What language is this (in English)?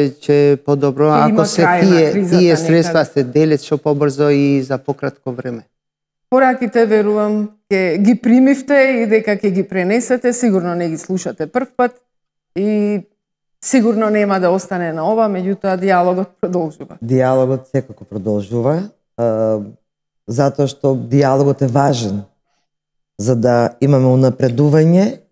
Macedonian